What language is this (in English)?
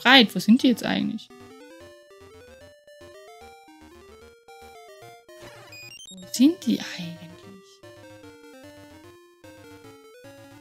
German